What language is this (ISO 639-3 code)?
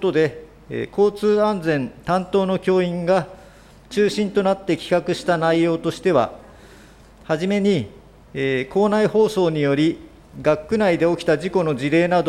jpn